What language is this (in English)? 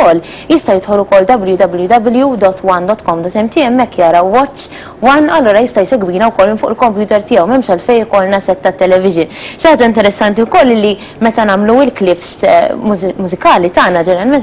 Maltese